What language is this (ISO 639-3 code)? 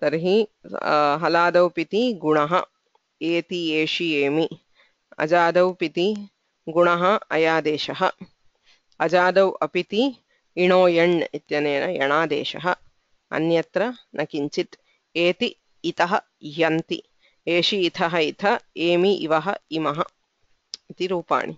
san